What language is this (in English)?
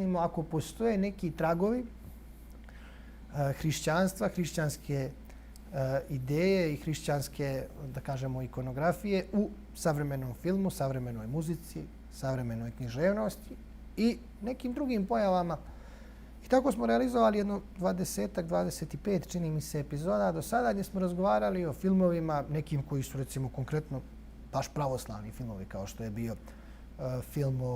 Bosnian